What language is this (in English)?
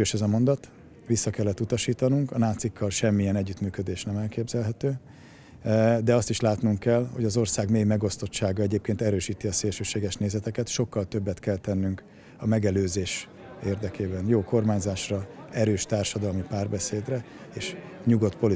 Hungarian